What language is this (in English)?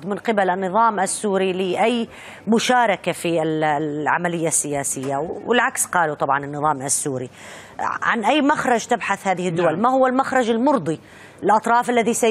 Arabic